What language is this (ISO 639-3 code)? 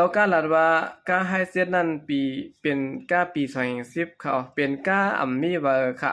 shn